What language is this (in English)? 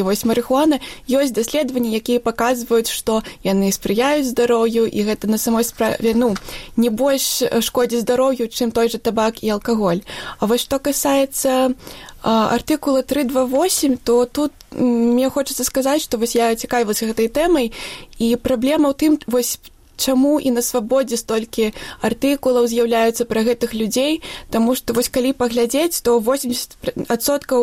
Belarusian